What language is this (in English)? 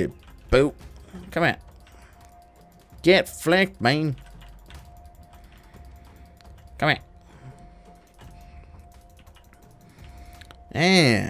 Danish